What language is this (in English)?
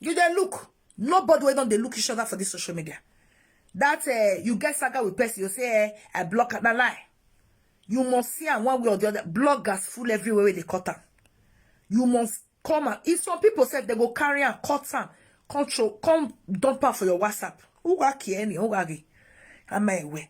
Nigerian Pidgin